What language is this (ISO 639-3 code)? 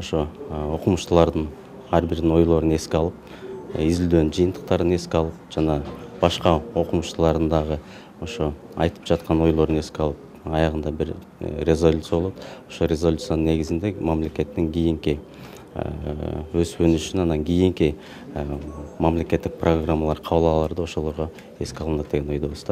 kir